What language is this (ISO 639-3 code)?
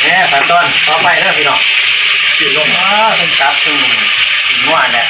tts